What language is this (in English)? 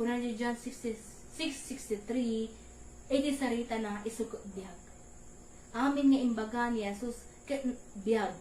Iloko